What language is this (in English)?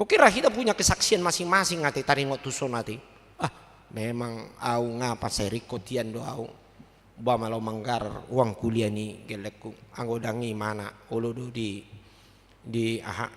Batak Toba